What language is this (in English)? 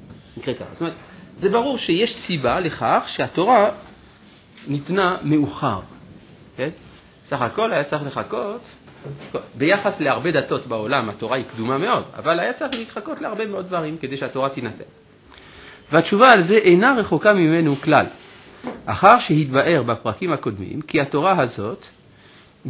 Hebrew